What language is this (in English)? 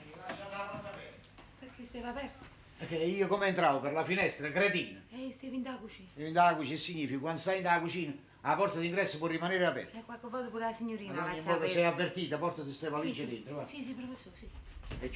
Neapolitan